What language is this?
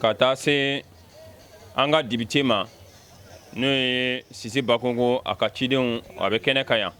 Bambara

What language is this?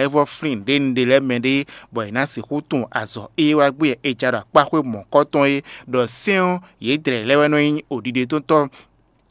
Fon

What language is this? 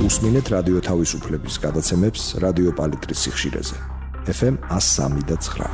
Georgian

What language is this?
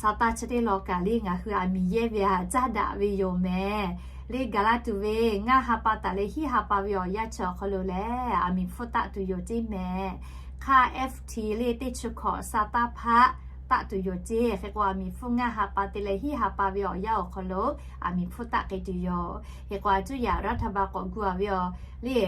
Lahu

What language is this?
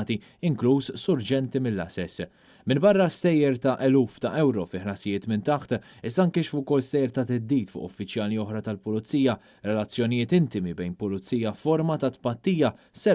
Maltese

